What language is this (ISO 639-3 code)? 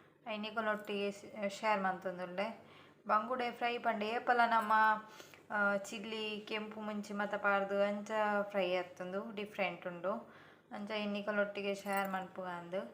tcy